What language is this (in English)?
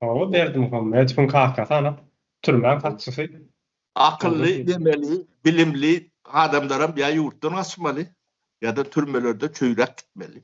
Turkmen